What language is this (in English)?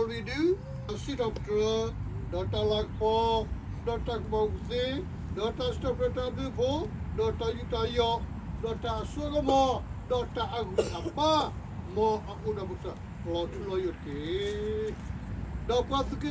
S'gaw Karen